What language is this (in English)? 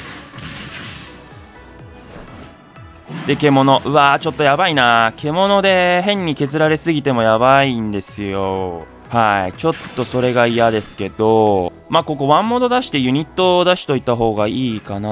Japanese